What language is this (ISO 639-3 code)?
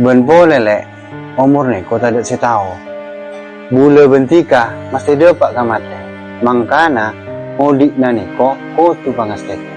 mad